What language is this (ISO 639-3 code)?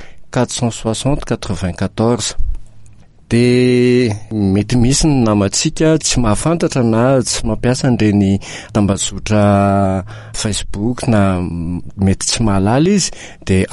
mlg